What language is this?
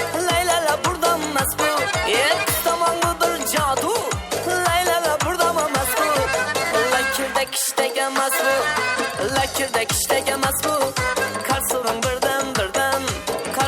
Kara-Kalpak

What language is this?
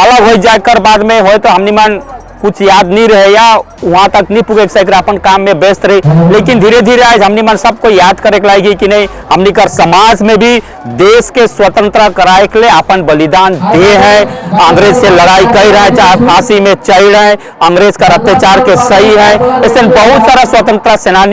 Sadri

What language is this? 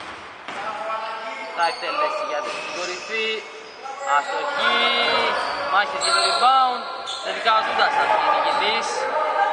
Greek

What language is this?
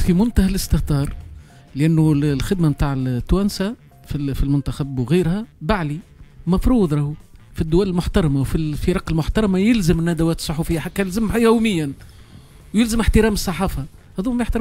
Tunisian Arabic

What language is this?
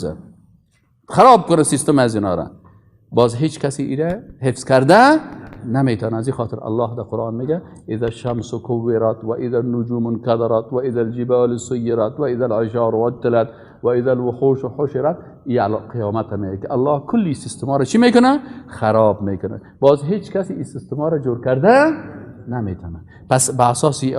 Persian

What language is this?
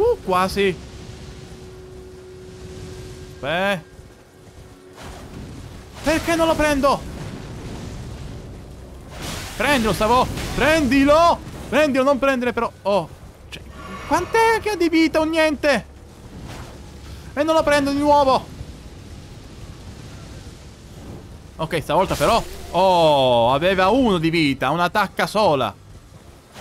Italian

